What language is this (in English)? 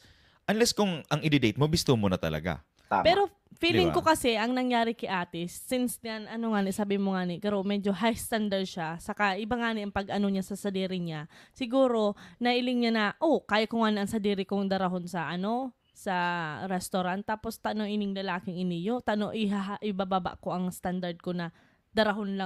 Bikol